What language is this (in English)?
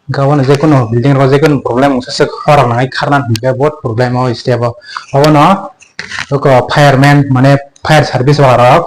Kok Borok